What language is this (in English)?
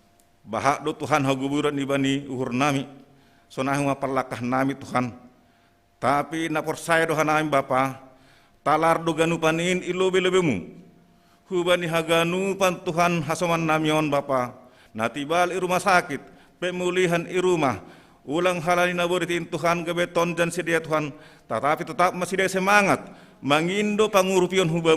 Batak Simalungun